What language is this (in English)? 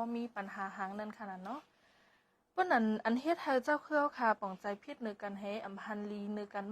Shan